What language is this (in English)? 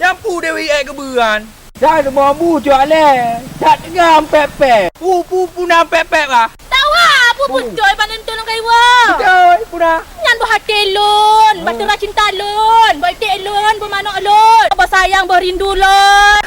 Achinese